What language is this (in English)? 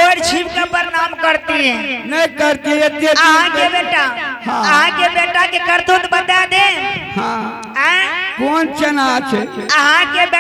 Angika